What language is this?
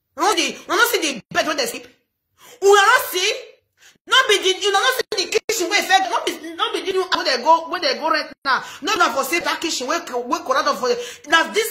Nigerian Pidgin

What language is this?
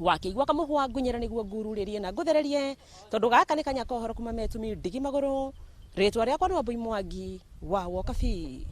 Kikuyu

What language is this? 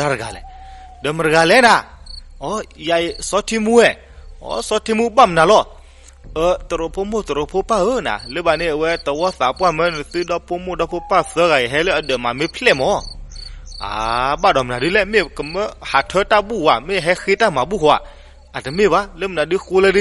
S'gaw Karen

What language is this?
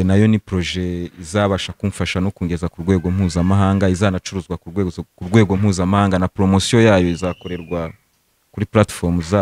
Kinyarwanda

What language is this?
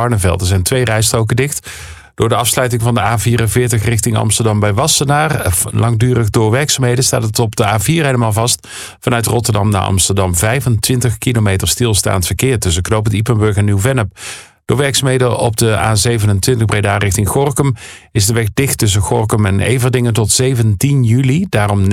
Dutch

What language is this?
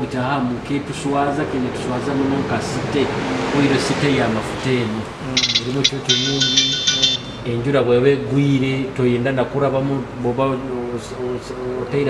Nyoro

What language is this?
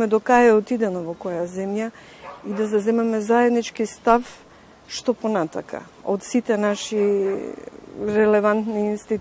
Macedonian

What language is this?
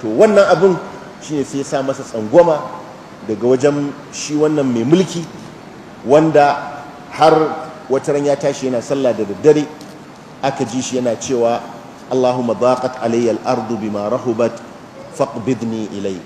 Hausa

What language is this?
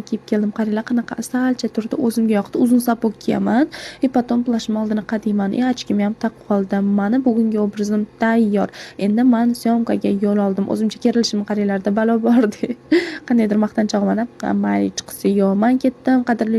Uzbek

